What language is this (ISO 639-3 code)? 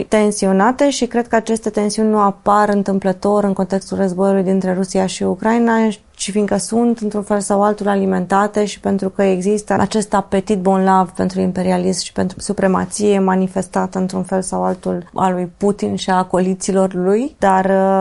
ron